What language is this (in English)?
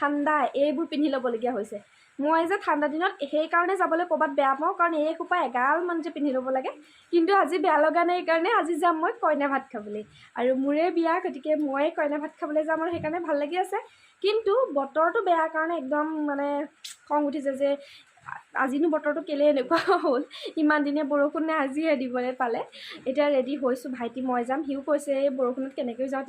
Assamese